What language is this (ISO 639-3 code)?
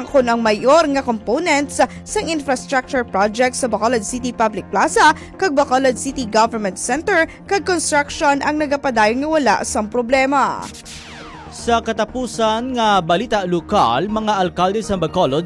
hil